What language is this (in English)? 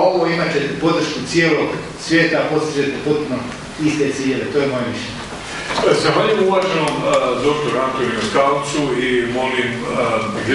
Croatian